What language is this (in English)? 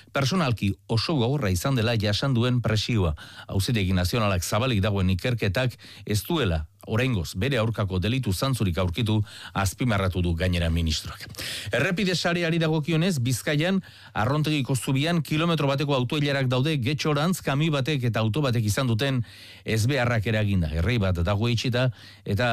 Basque